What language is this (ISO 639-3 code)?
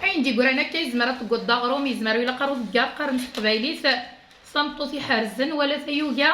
kab